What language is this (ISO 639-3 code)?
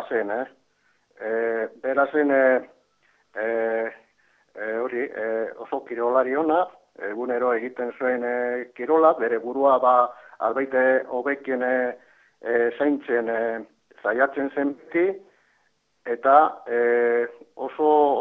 eus